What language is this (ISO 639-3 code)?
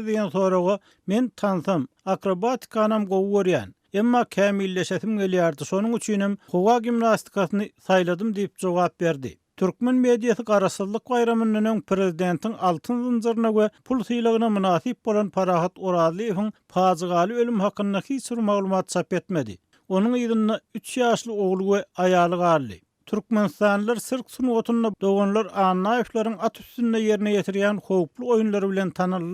tuk